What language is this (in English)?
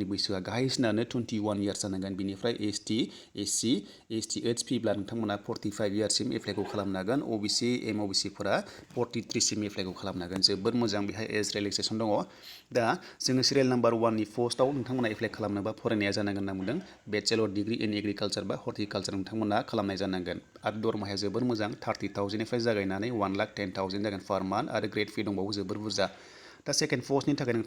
Bodo